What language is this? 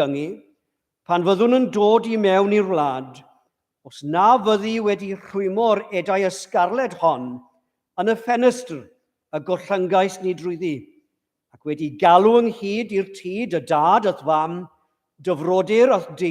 Welsh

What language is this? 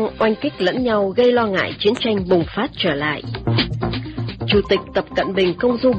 Vietnamese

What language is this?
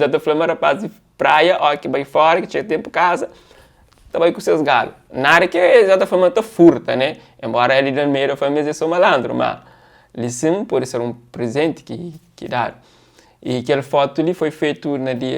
Kabuverdianu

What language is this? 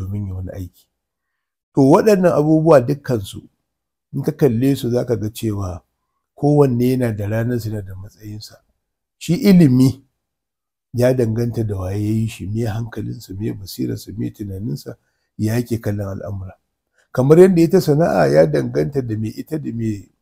Hausa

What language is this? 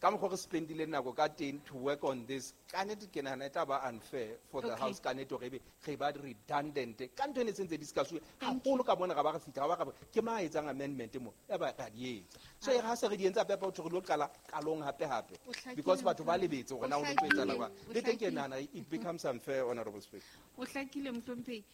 Southern Sotho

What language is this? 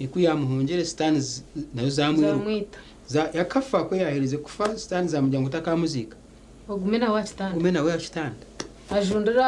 Nyankole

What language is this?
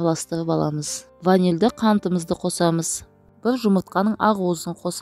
Kazakh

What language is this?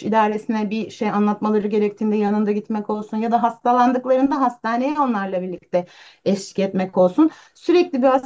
Turkish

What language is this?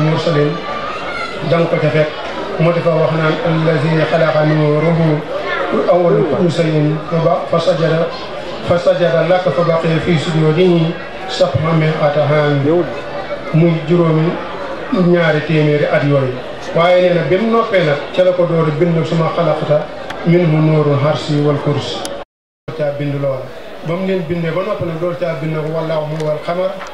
Wolof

